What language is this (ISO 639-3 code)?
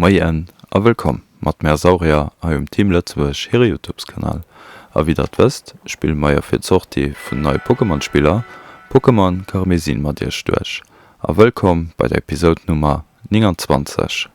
ltz